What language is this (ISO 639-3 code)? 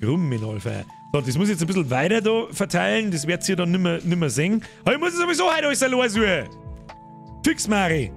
bar